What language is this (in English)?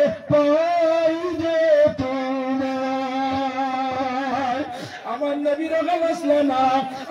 Sylheti